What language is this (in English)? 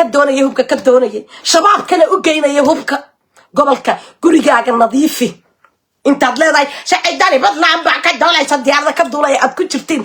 Somali